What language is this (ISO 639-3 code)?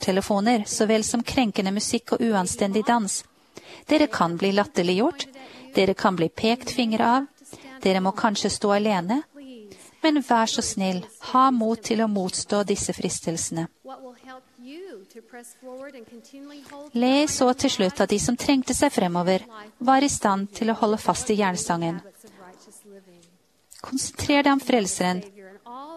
nor